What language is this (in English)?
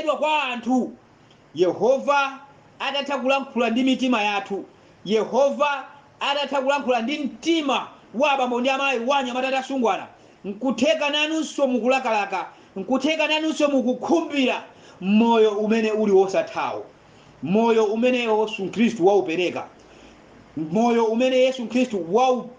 Nyanja